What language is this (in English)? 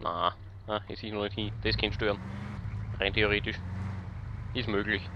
Bavarian